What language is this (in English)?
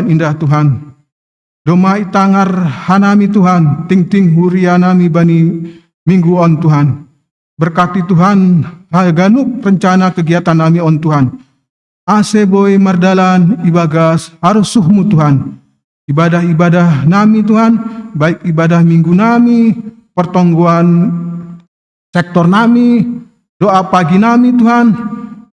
Batak Simalungun